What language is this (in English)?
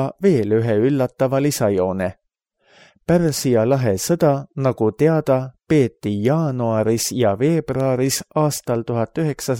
Estonian